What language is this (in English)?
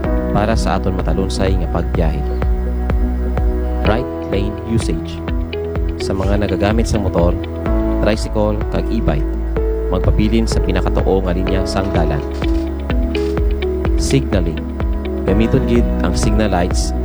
Hiligaynon